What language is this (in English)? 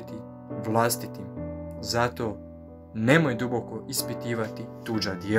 Croatian